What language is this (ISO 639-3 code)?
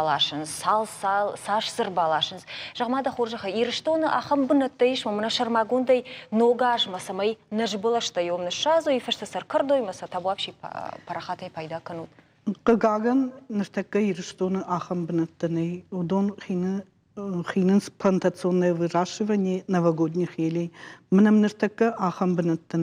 oss